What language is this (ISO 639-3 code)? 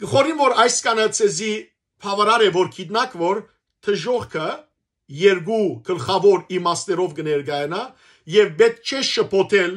hyw